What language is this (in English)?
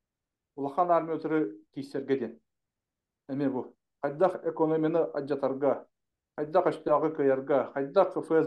Yakut